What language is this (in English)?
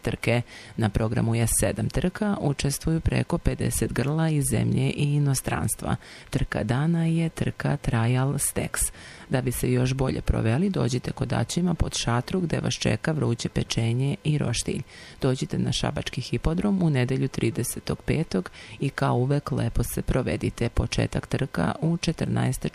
Serbian